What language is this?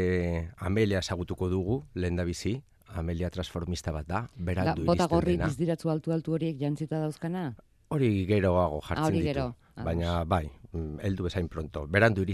Basque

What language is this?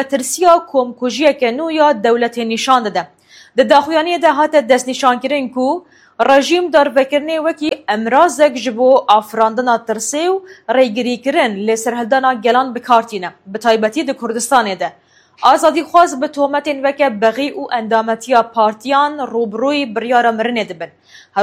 Kurdish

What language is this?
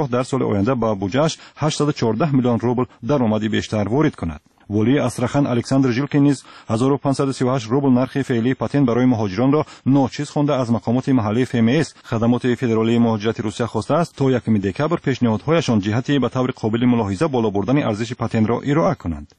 Tajik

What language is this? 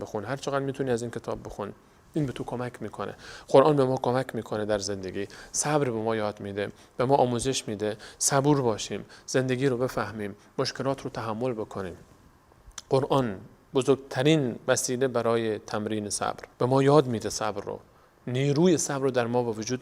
Persian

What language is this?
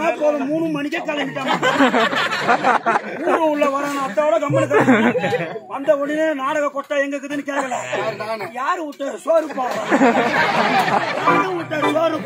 Tamil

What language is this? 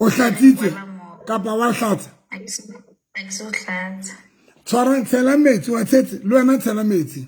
Southern Sotho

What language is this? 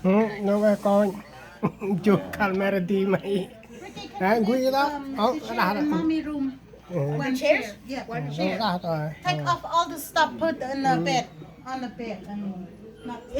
Central Mnong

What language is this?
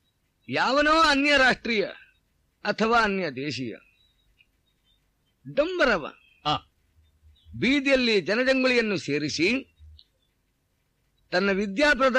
Kannada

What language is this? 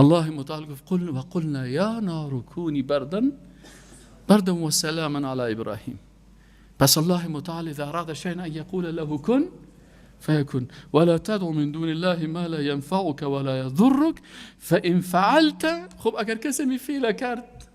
Persian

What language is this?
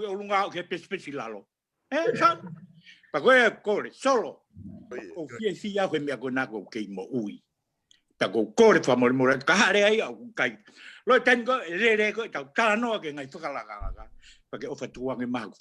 Tongan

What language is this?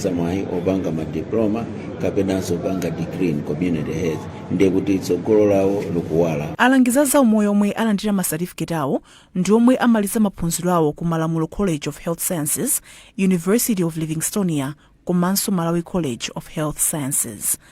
Nyanja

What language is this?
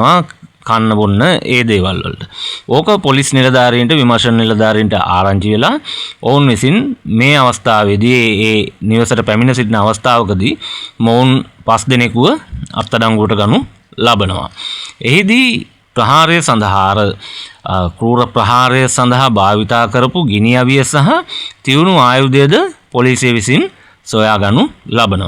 Sinhala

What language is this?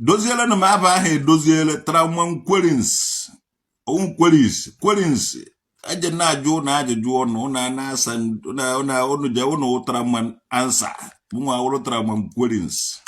Igbo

